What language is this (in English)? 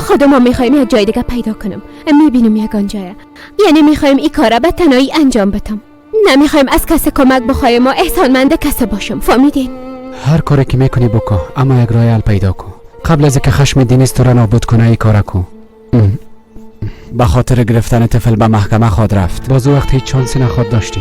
Persian